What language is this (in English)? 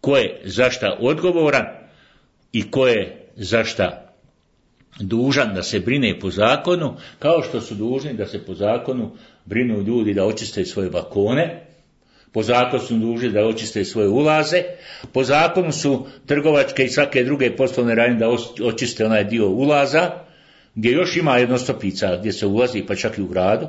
Bosnian